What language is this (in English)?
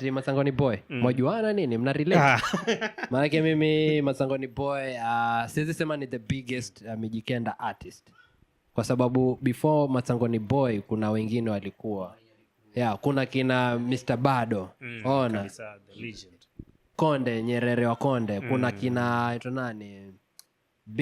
Swahili